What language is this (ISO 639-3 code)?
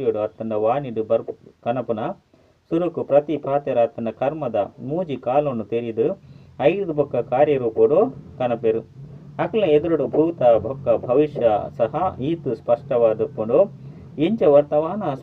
tcy